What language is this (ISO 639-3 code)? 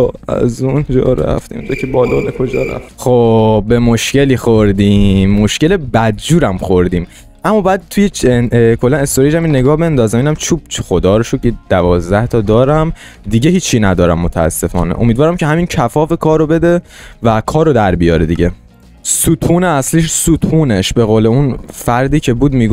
fas